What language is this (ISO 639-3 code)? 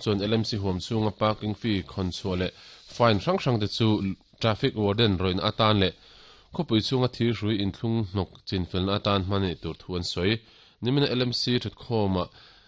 lus